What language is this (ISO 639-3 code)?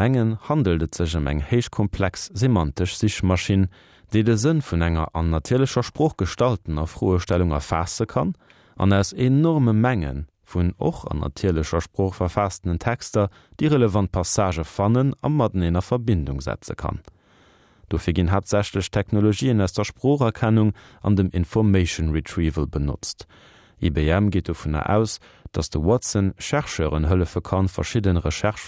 ltz